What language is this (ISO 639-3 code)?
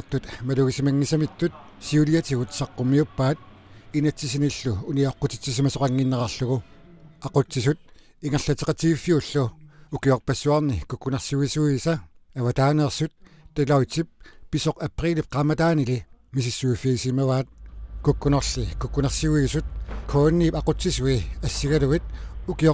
kal